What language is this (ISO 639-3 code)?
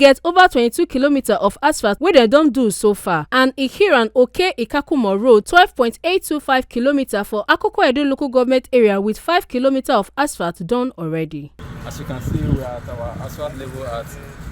pcm